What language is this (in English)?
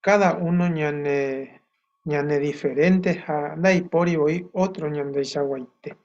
Guarani